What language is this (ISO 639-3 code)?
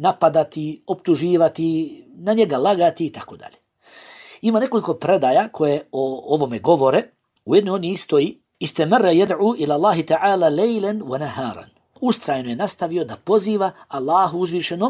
bos